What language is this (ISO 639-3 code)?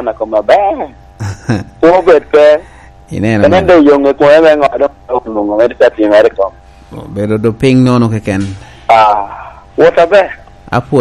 laj